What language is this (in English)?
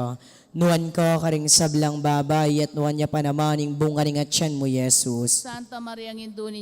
Pampanga